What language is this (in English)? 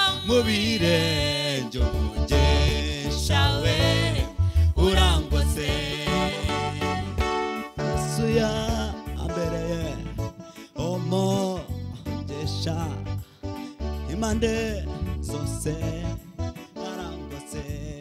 Kinyarwanda